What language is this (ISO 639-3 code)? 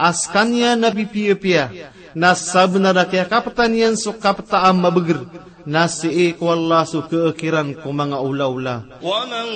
mrw